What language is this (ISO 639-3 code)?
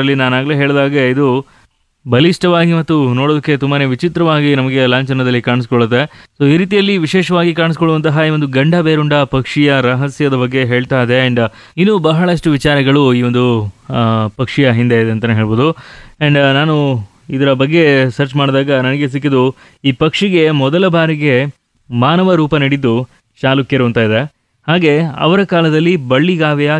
kan